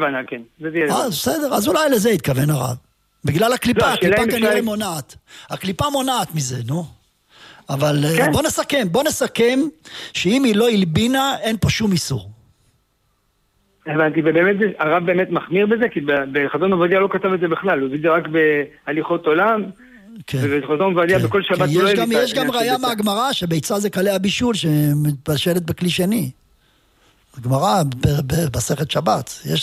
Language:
Hebrew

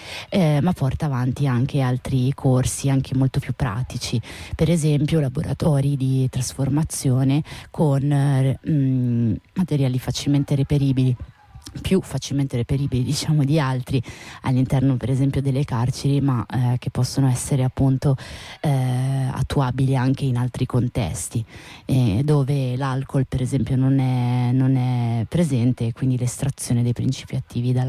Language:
Italian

